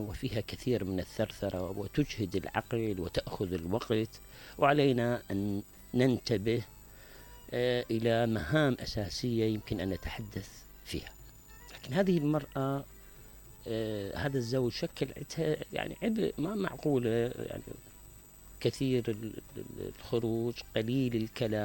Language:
Mesopotamian Arabic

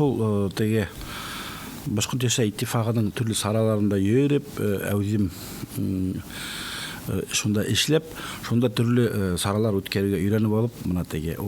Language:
Bashkir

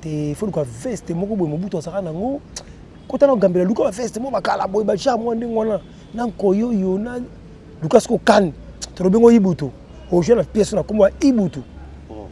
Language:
Lingala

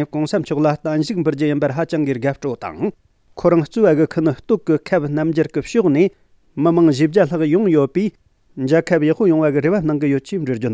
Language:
Tibetan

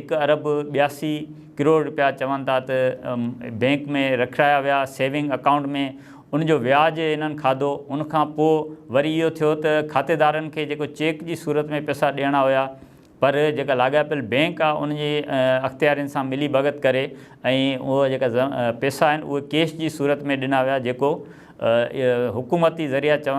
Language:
Sindhi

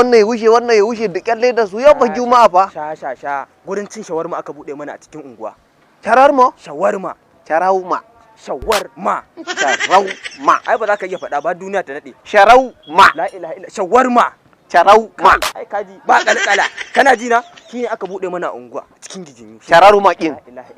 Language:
Hausa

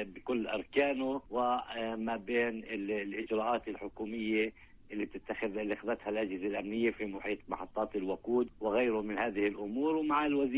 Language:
North Levantine Arabic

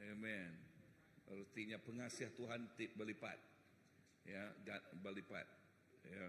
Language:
Iban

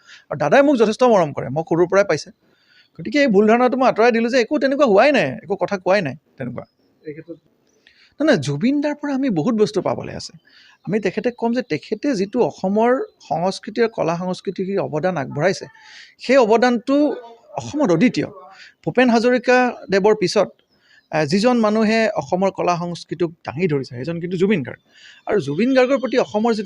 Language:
Assamese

